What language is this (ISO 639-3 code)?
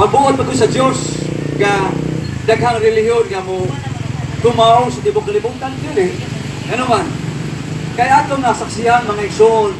ceb